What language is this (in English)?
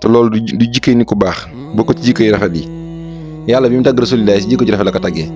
Wolof